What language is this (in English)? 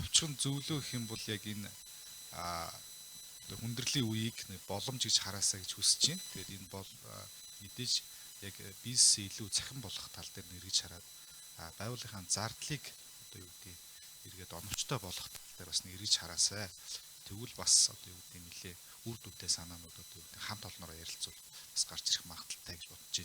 Mongolian